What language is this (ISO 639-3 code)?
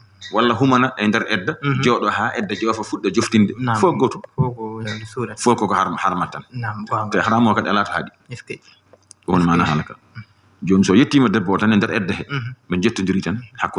ful